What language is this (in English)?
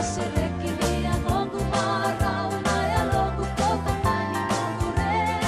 Fijian